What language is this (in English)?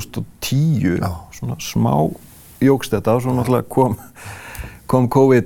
Icelandic